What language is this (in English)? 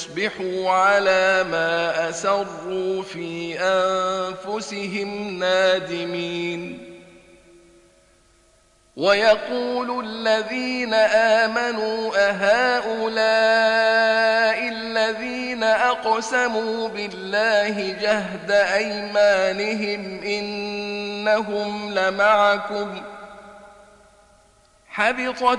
Arabic